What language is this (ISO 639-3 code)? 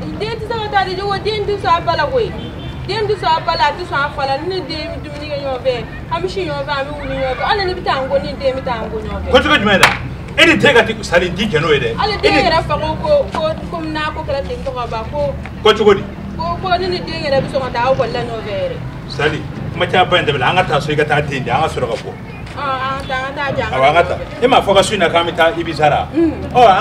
bam